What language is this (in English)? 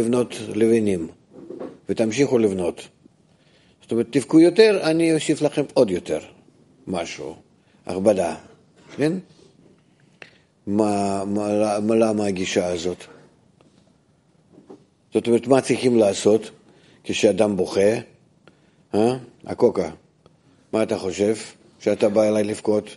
Hebrew